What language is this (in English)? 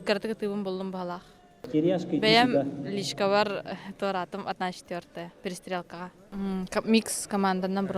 Yakut